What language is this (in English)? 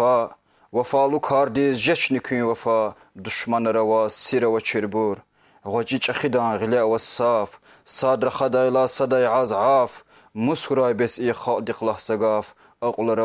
Lezghian